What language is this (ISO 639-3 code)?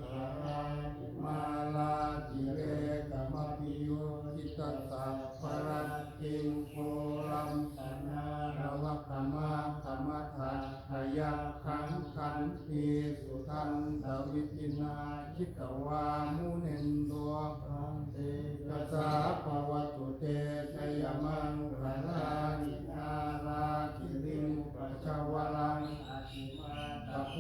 pli